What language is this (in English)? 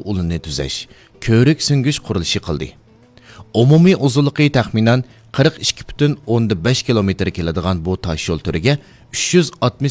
Uyghur